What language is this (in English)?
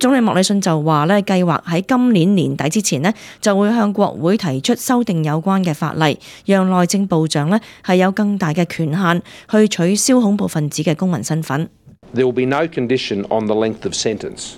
Cantonese